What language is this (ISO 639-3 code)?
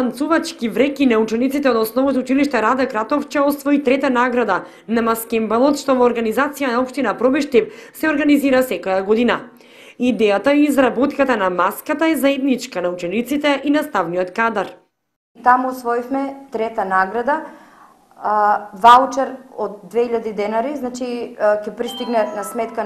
mkd